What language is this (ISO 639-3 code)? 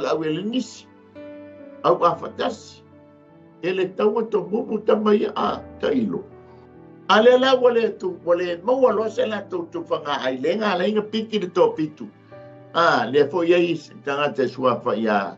smo